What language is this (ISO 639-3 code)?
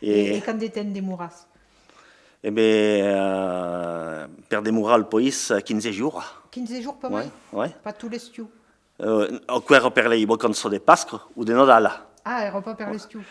oci